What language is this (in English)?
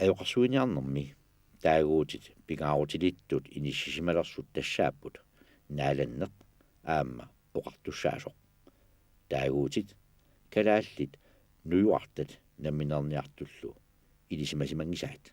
Kalaallisut